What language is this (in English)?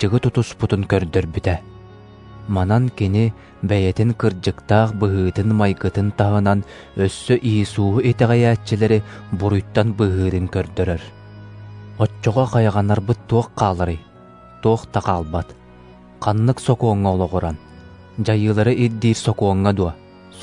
Yakut